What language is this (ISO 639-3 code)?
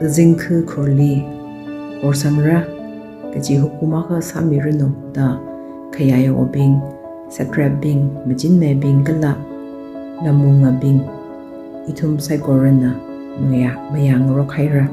nmf